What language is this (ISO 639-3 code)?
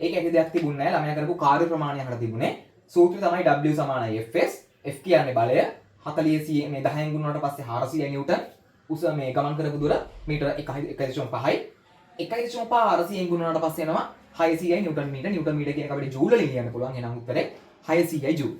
sin